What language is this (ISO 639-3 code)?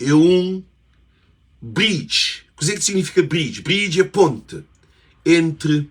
kea